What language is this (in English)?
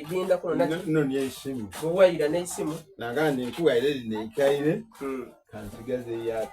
Soga